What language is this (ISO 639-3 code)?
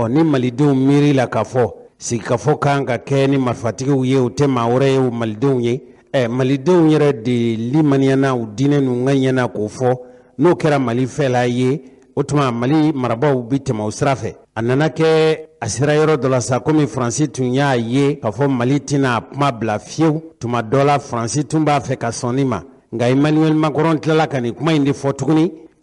bam